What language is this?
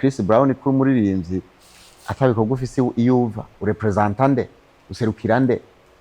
Rundi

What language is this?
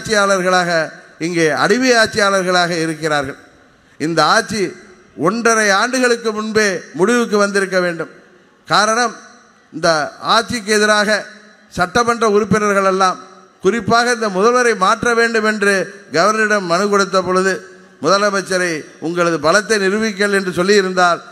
Tamil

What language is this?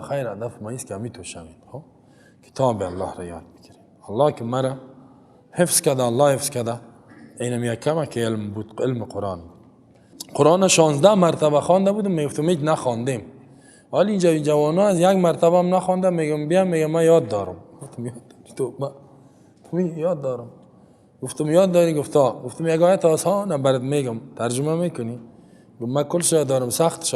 Persian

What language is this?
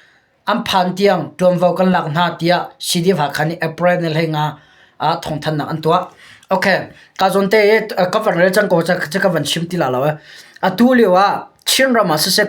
Hakha Chin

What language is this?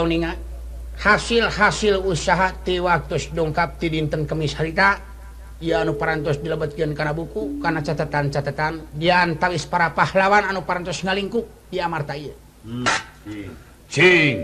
Sundanese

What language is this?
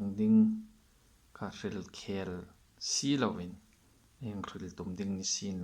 Hmar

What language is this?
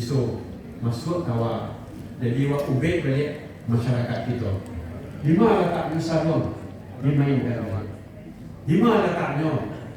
Minangkabau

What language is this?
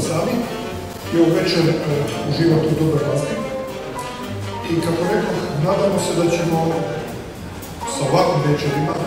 Croatian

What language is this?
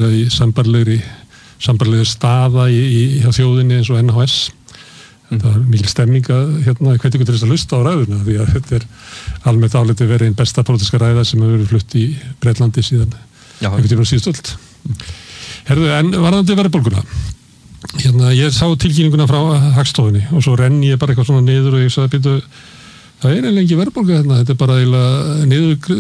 Icelandic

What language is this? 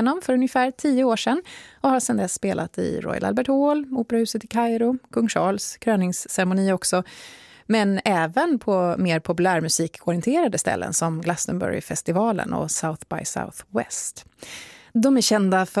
Swedish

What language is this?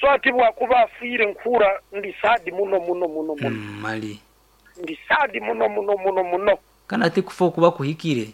Nyoro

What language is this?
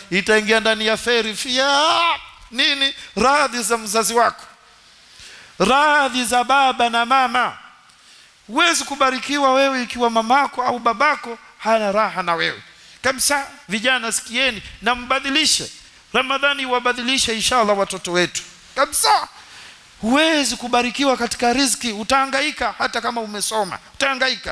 Swahili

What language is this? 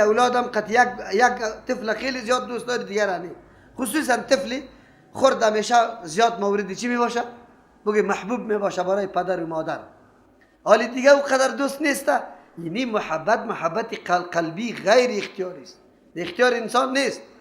Persian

